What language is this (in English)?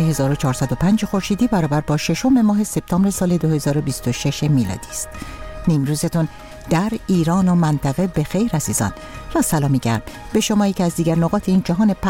Persian